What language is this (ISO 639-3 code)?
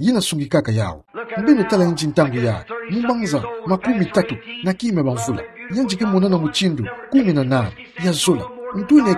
ktu